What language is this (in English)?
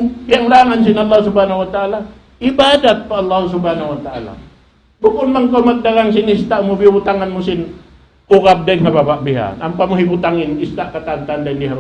Tausug